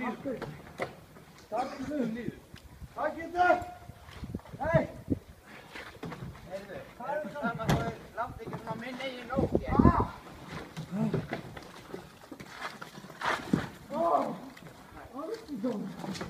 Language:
Icelandic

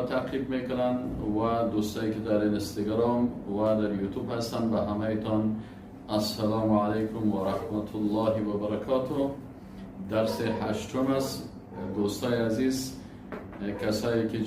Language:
Persian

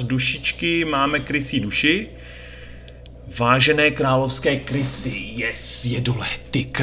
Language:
Czech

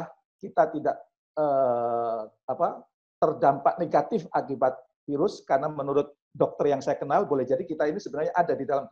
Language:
Indonesian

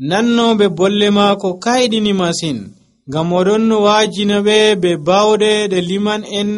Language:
Nigerian Fulfulde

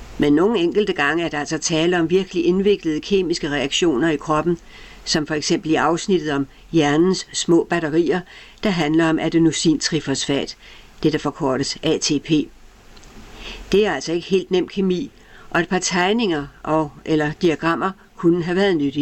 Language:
Danish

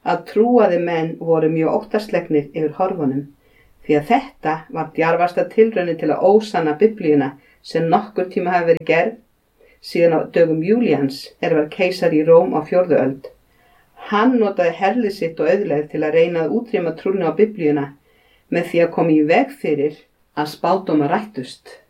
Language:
Icelandic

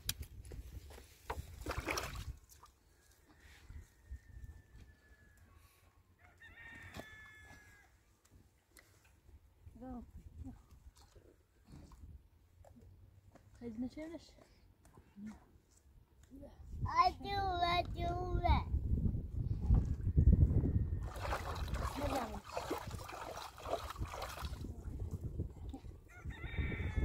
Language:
Persian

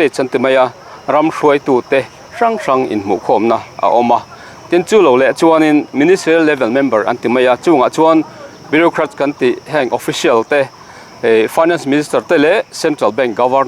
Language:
Mizo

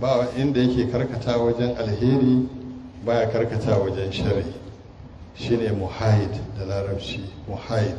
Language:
Hausa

